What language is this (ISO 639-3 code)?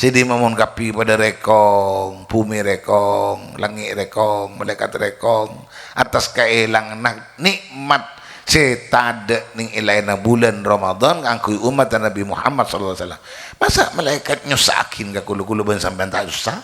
mad